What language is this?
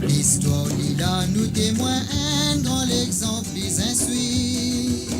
Morisyen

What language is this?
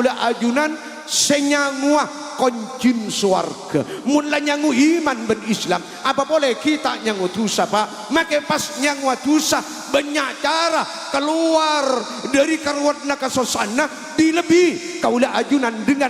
Madurese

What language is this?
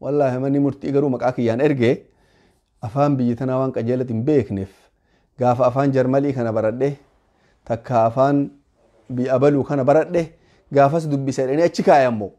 Oromo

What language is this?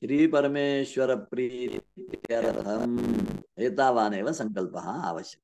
Sanskrit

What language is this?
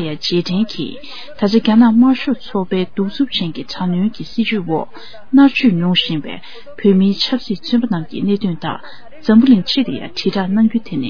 Tibetan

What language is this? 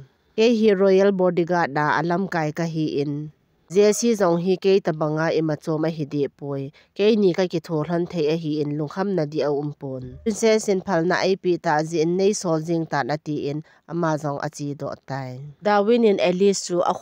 Thado Chin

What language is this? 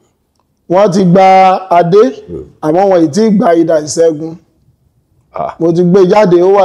Yoruba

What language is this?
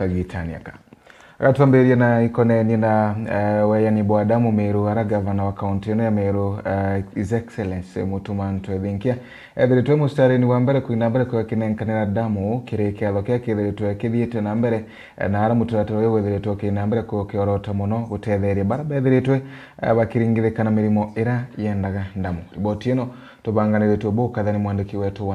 Meru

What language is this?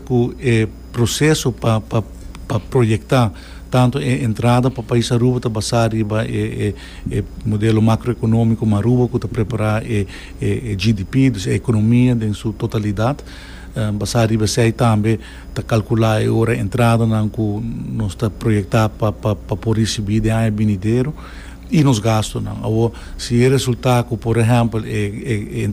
Papiamento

